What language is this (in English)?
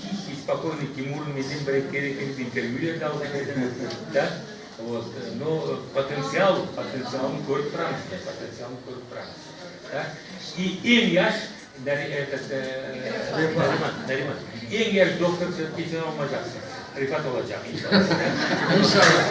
Crimean Tatar